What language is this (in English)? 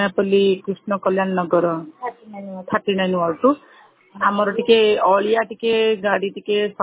Odia